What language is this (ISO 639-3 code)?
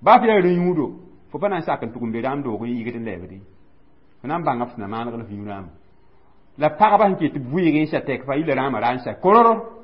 mos